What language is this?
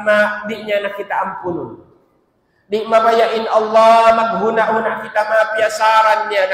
Tausug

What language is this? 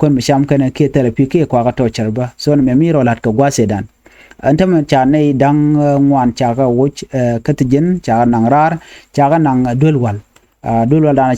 Nuer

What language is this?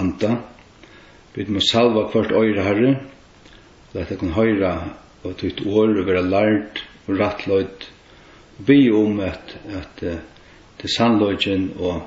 Faroese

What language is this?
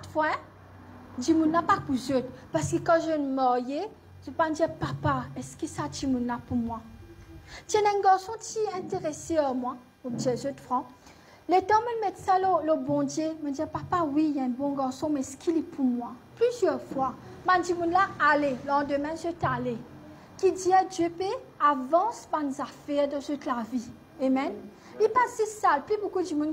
Morisyen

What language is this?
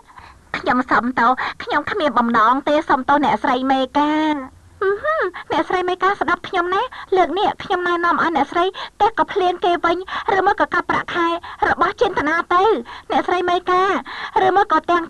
Khmer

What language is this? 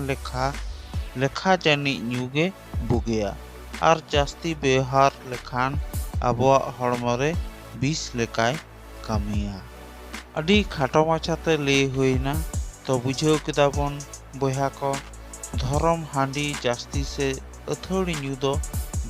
Santali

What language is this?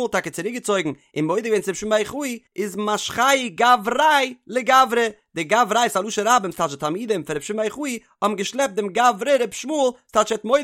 Yiddish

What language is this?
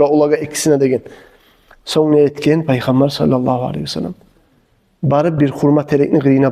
Kumyk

